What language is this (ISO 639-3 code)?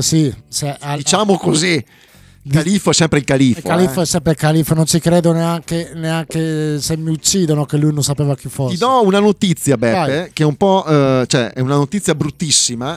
ita